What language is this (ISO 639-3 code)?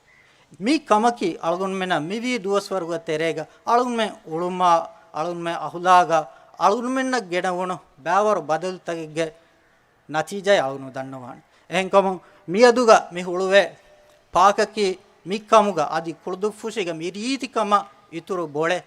div